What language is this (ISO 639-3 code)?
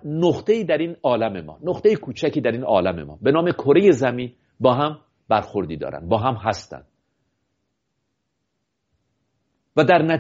fas